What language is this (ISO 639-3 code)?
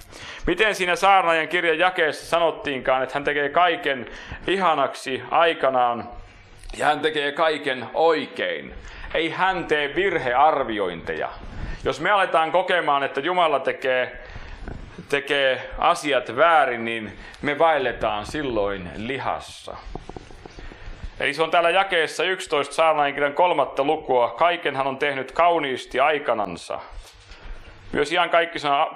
fin